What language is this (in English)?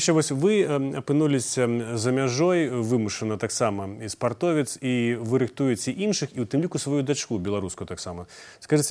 Belarusian